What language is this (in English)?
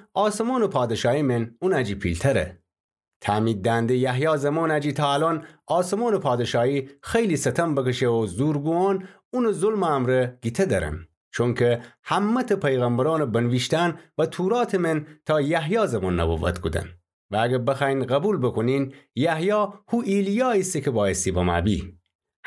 Gilaki